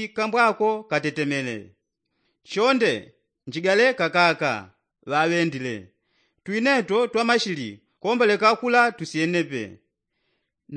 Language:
Yao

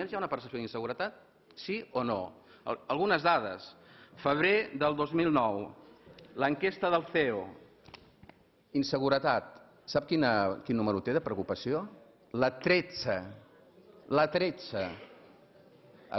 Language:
Catalan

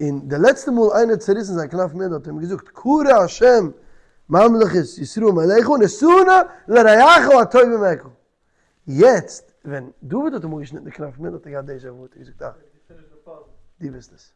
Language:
Yiddish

